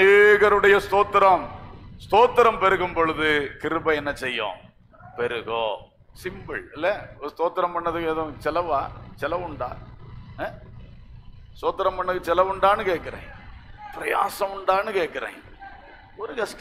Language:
Tamil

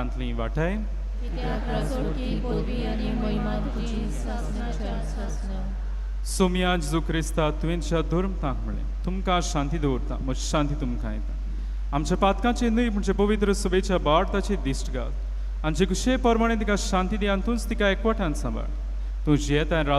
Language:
Konkani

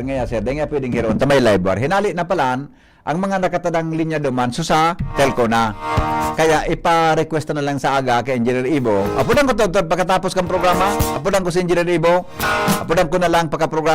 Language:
Bikol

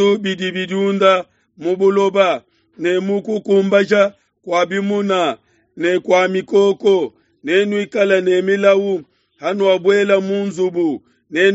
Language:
Luba-Lulua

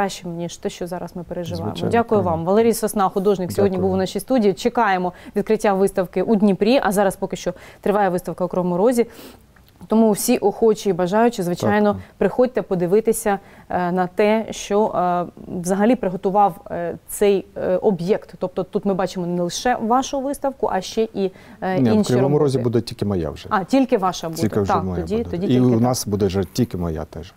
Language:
Ukrainian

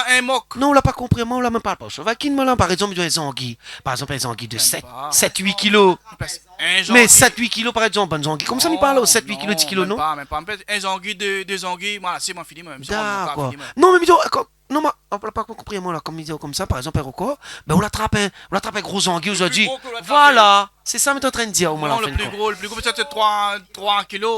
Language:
Réunion Creole French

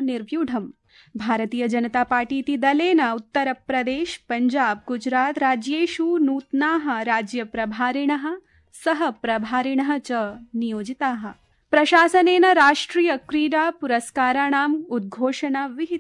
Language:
Sanskrit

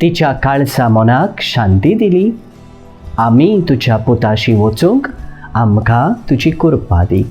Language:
Konkani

